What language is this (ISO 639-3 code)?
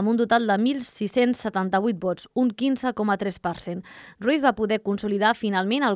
cat